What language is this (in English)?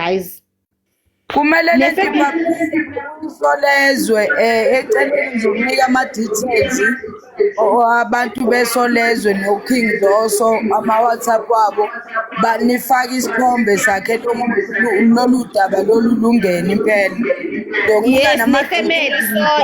Zulu